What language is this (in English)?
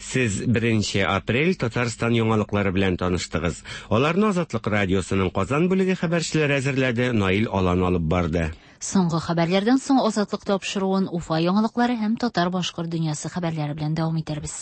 Tatar